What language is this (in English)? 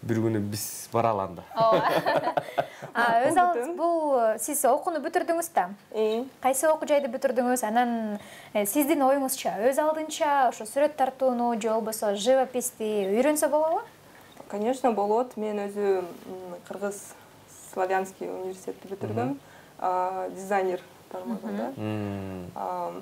Kyrgyz